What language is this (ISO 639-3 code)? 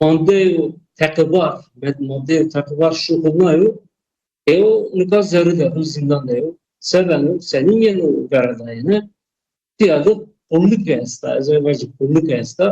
zza